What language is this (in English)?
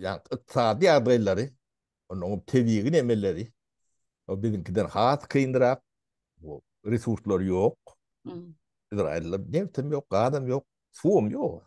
Turkmen